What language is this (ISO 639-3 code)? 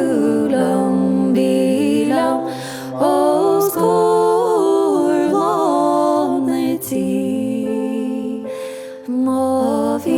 gle